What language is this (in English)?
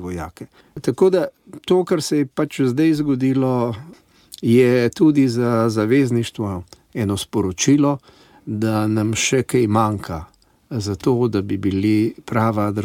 Slovenian